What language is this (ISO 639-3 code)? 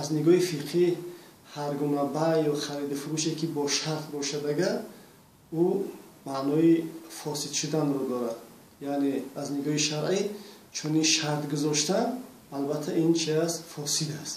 tgk